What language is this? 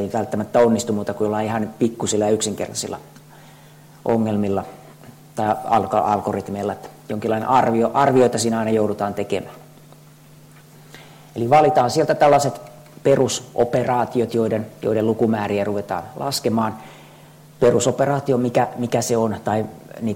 Finnish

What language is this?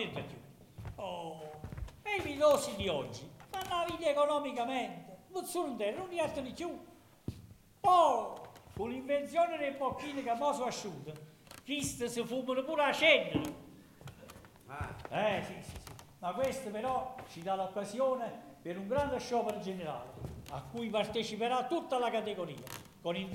Italian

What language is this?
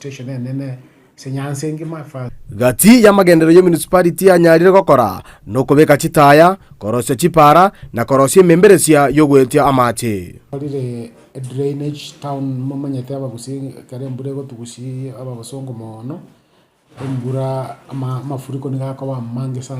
Gusii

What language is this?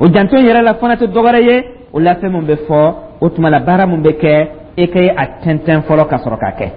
Dyula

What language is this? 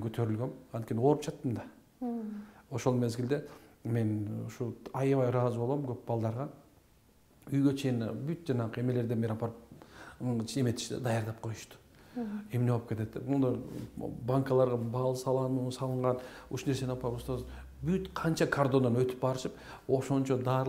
Kyrgyz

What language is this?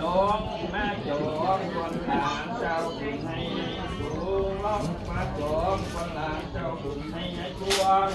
Lao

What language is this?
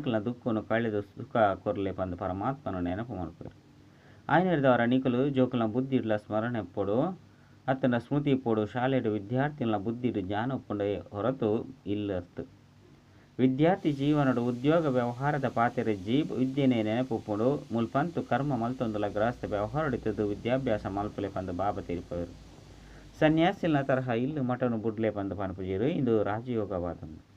Tulu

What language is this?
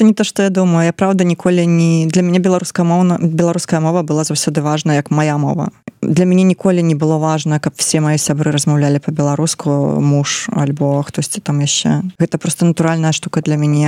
Belarusian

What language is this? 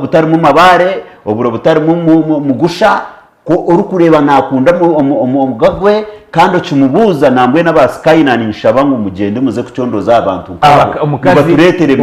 Nyankole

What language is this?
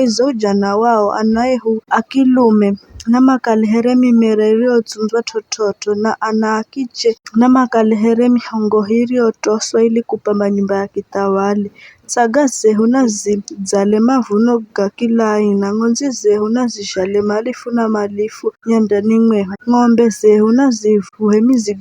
Giryama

